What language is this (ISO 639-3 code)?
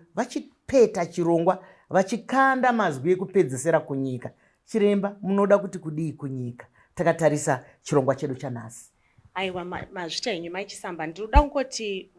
sna